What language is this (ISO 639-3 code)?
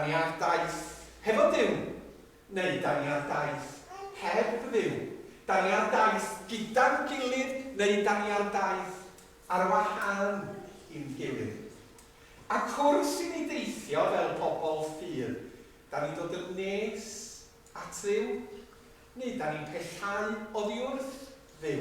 cym